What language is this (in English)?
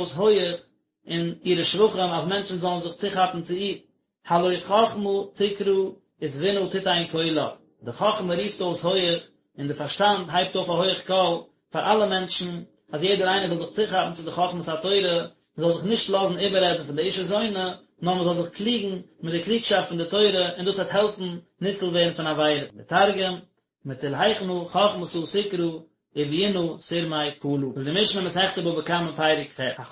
Yiddish